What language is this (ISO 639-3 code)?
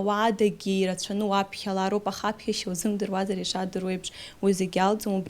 abk